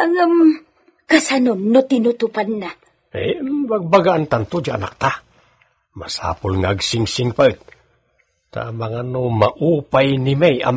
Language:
Iloko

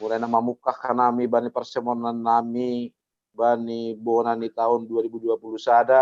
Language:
Batak Simalungun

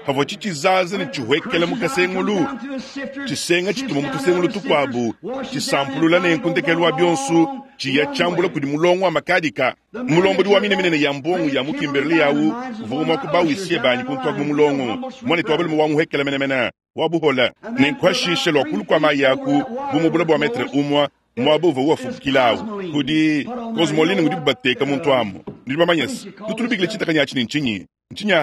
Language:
Luba-Lulua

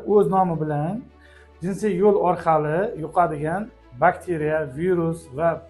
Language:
Uzbek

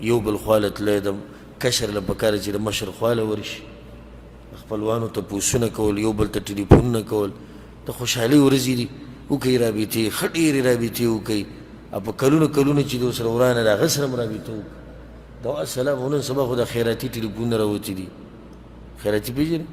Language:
Pashto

